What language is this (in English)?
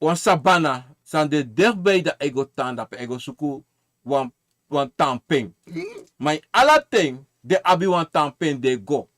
Sranan Tongo